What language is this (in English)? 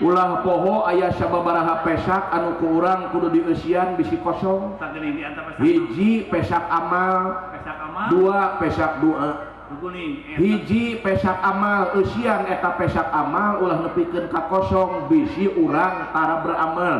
Sundanese